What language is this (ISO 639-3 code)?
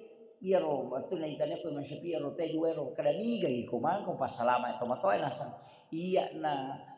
bug